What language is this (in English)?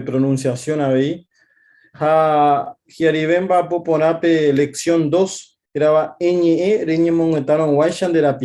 Guarani